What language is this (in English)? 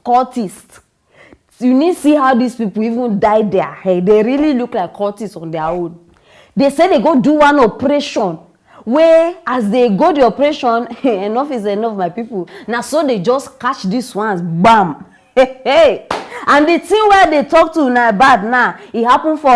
Nigerian Pidgin